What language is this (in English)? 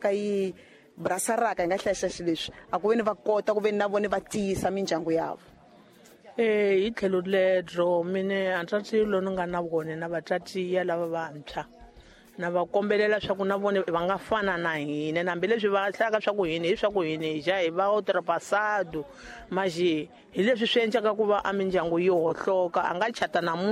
Tsonga